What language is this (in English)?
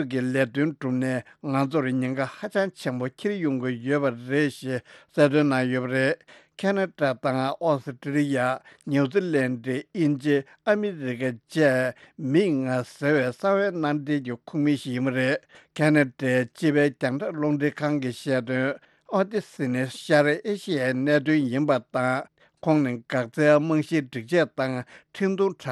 Tibetan